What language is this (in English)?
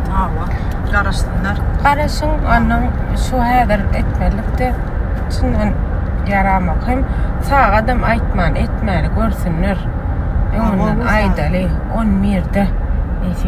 Turkmen